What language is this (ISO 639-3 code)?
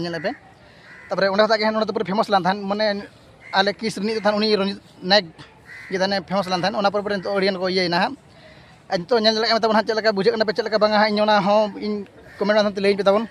sat